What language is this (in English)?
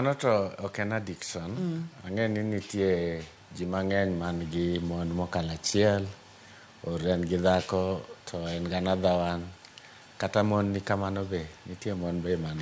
Luo (Kenya and Tanzania)